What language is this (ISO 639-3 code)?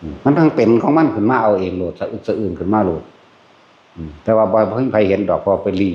tts